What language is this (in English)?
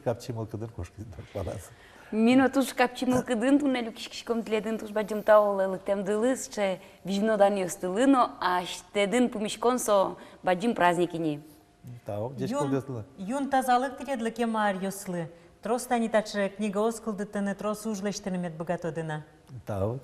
Udmurt